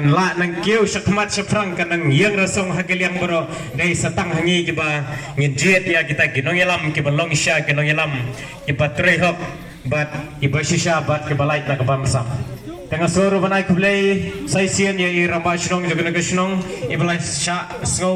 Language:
Khasi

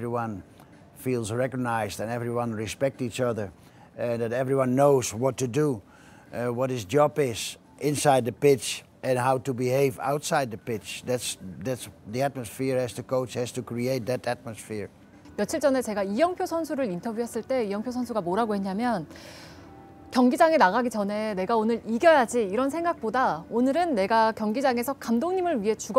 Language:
Korean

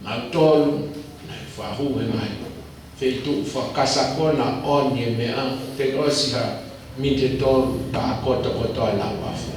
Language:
Tongan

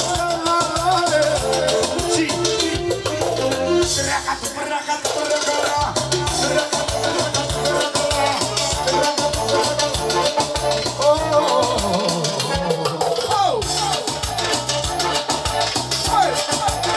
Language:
Romanian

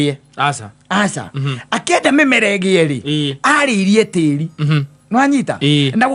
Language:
Kikuyu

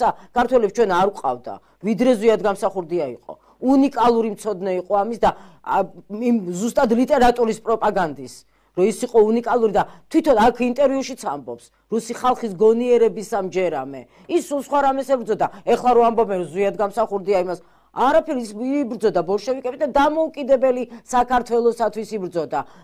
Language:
Georgian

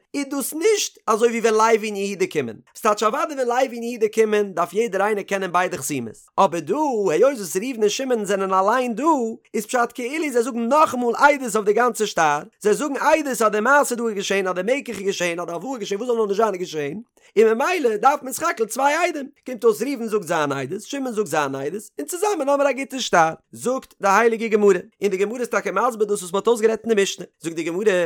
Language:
Yiddish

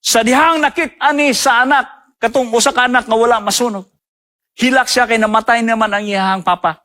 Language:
Cebuano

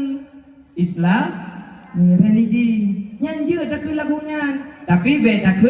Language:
Achinese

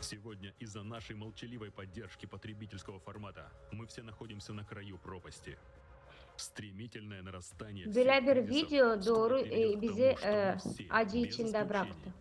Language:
Gagauz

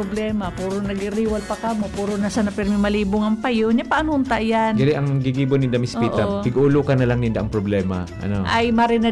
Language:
Bikol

